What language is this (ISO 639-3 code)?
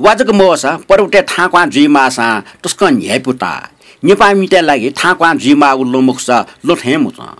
new